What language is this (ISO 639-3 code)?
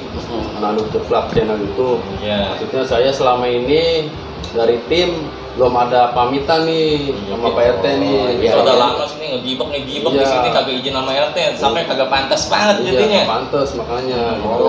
bew